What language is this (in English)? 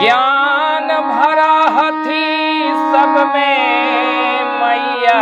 Magahi